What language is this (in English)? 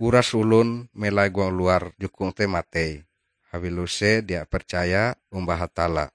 Ngaju